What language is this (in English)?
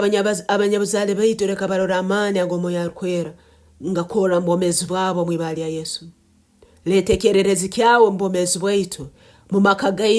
Nyoro